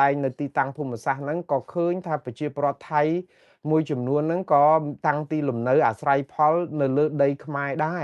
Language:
Khmer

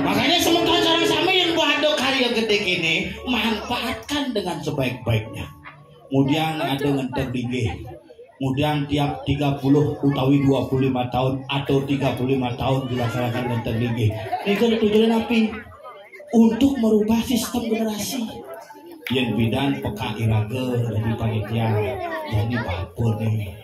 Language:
Balinese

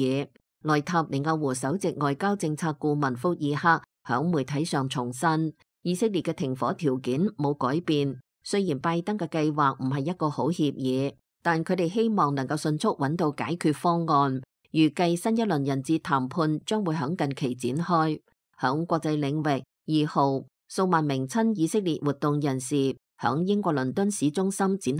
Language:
Cantonese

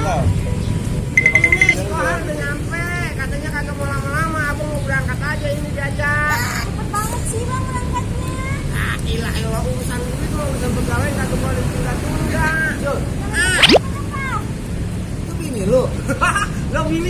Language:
Betawi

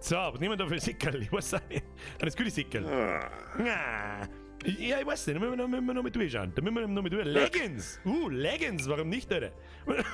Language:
Bavarian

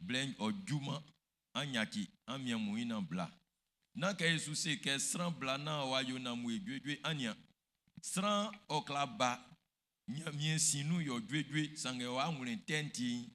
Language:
Baoulé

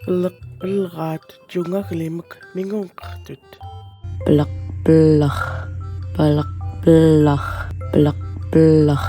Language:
Central Yupik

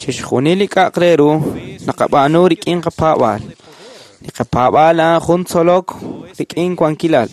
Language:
Kekchí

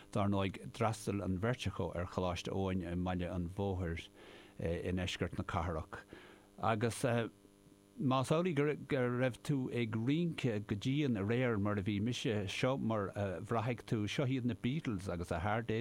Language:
Irish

